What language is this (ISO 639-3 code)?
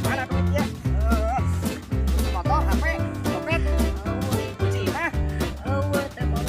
sun